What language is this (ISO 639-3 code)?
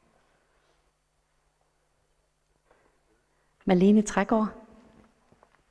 dan